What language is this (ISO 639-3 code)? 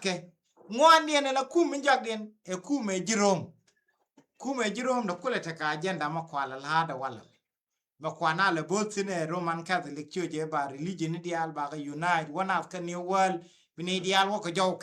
nus